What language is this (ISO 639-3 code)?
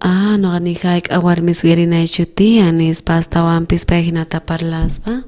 quh